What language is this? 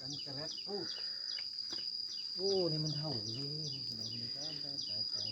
Lao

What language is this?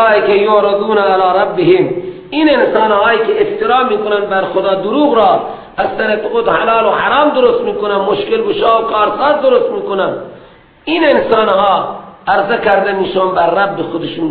Persian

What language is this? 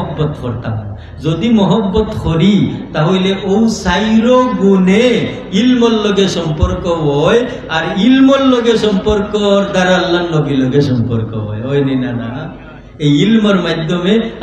Sylheti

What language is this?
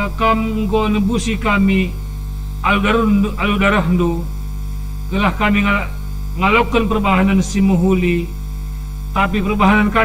Batak Karo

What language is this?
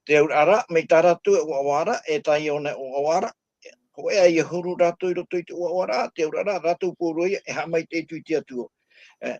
Tahitian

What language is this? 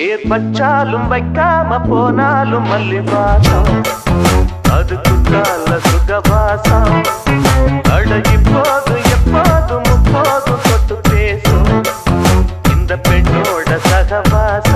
Tamil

